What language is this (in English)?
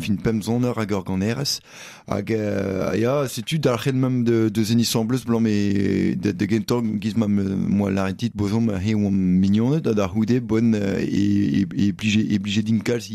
Breton